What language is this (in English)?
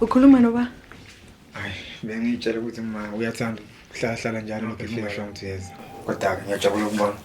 Zulu